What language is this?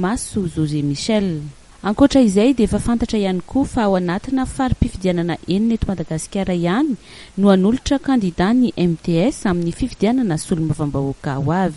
Malagasy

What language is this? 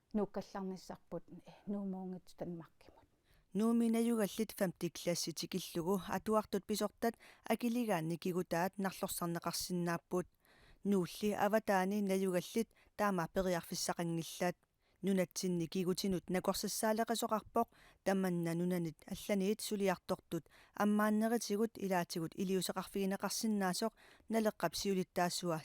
Kalaallisut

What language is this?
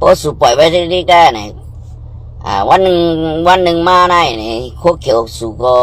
Shan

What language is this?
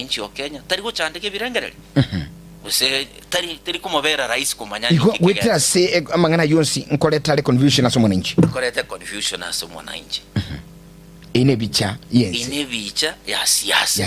Gusii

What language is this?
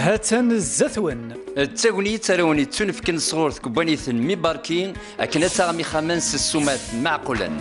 Kabyle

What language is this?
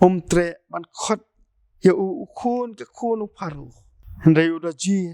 Khasi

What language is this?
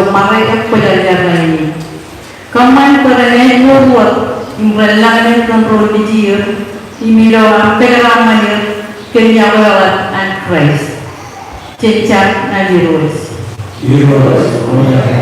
Marshallese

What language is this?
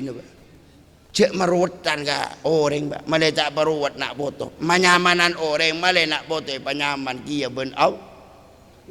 Madurese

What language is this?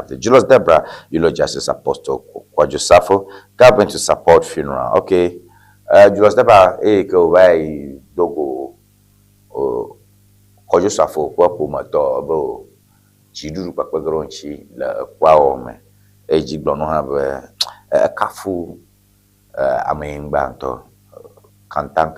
Ewe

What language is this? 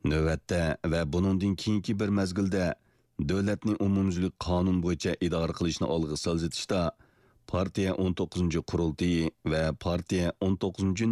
Uyghur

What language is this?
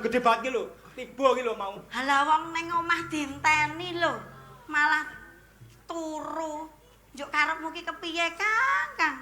Javanese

